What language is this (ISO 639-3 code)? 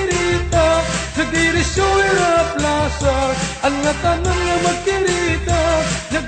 war